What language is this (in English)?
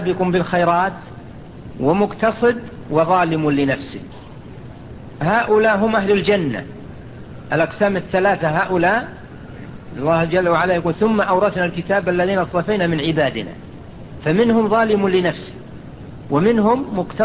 Arabic